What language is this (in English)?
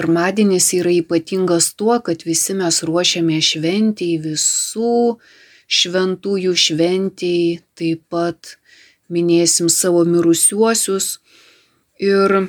Lithuanian